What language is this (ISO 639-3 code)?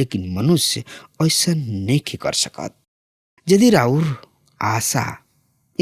bho